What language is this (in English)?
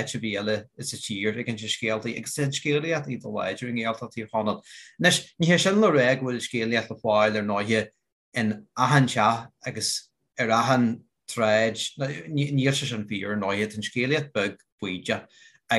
Irish